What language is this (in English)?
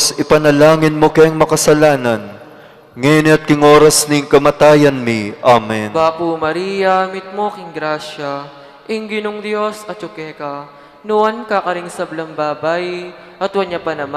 Pampanga